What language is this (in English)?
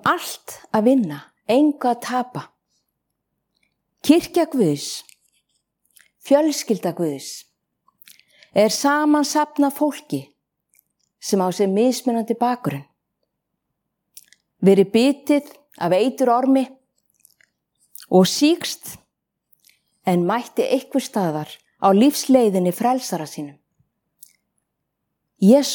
Icelandic